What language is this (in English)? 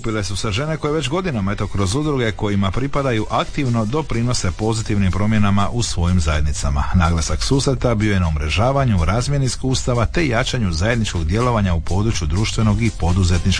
Croatian